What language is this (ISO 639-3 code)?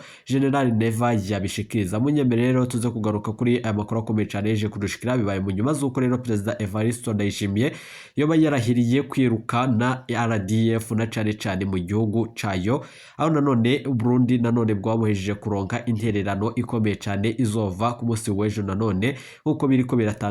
run